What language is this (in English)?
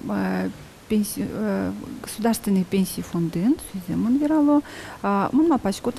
Udmurt